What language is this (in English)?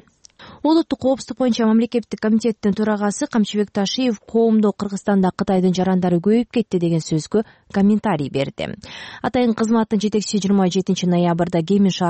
Kyrgyz